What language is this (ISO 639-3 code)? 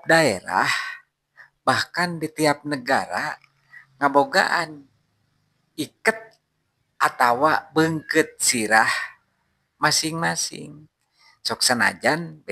sun